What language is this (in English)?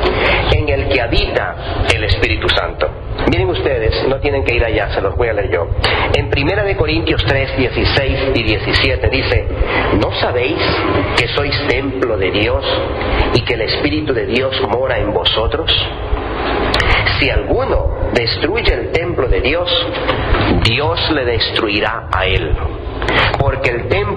Spanish